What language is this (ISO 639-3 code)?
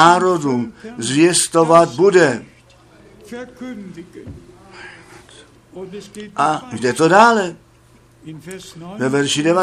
ces